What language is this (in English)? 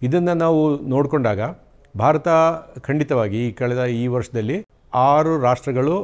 Kannada